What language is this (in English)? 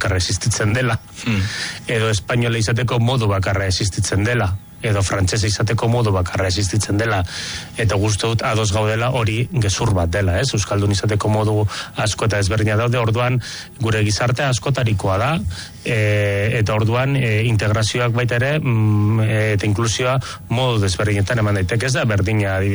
Basque